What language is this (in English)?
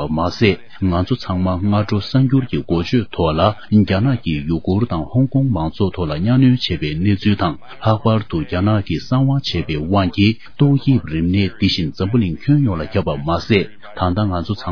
Tibetan